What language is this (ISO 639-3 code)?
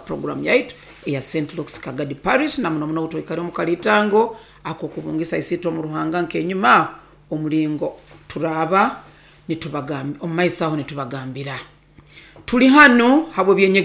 nyo